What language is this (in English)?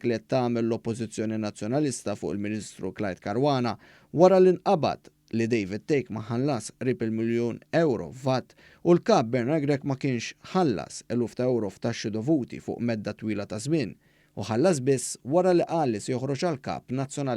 Maltese